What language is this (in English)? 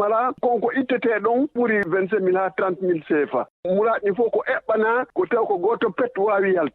Fula